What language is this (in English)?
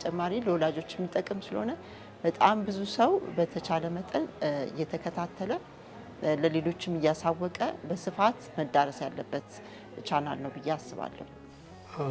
Amharic